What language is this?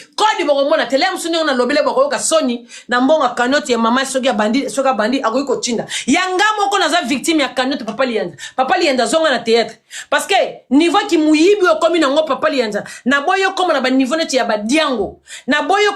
Lingala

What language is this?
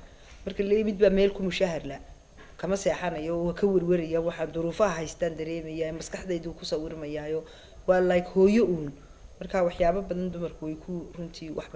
Somali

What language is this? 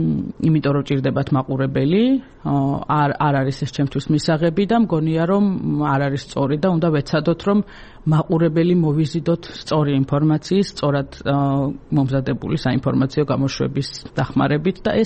Georgian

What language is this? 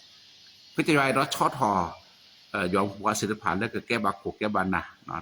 S'gaw Karen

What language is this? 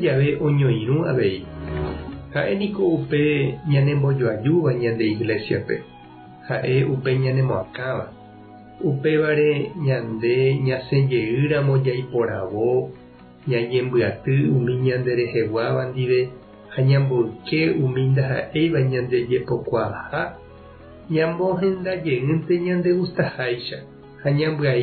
Guarani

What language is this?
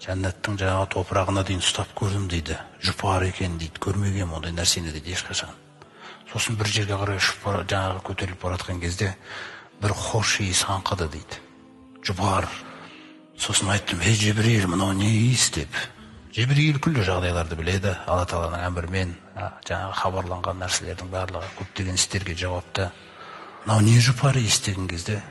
Kazakh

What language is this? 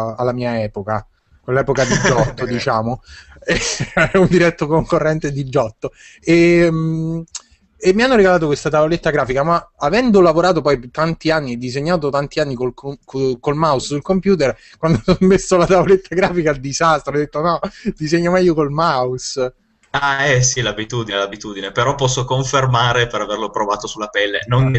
Italian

